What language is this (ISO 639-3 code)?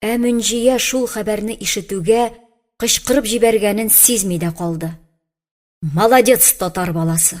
tat